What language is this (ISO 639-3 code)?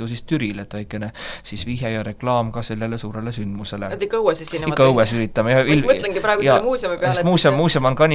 est